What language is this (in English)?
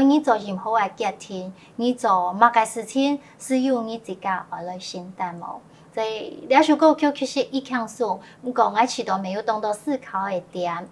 Hakka Chinese